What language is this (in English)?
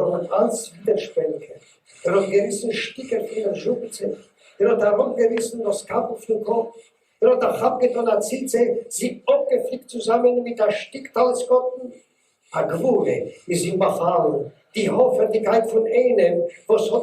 Yiddish